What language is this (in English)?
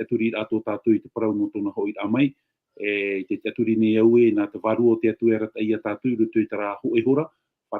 Tahitian